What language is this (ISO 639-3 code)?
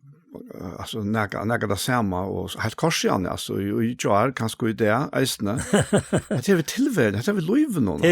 fao